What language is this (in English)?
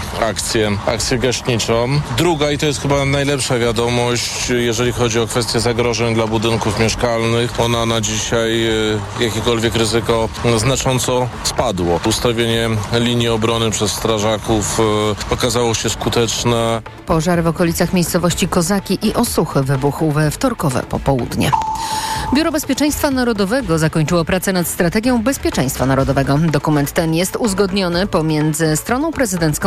Polish